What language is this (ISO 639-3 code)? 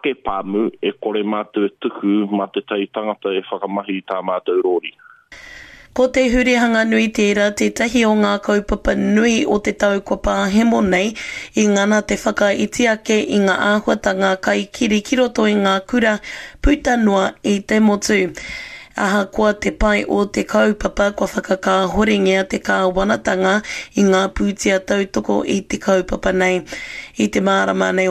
mri